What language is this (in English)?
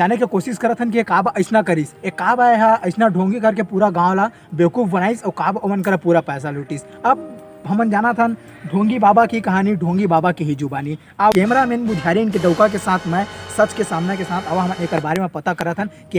Chhattisgarhi